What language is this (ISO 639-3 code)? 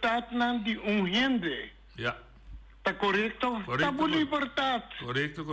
pap